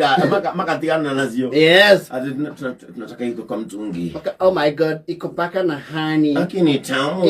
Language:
Kikuyu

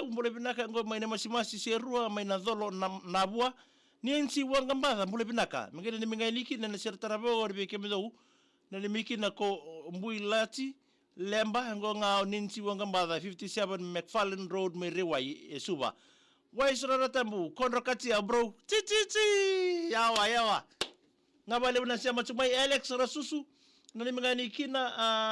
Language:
Fijian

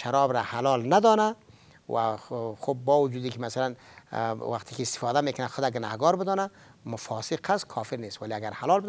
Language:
Persian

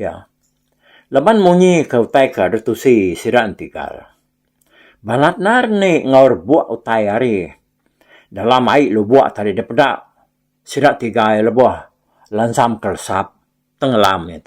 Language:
Iban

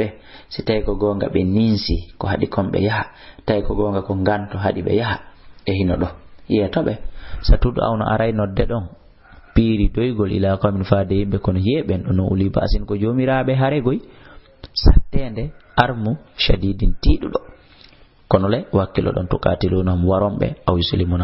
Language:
Fula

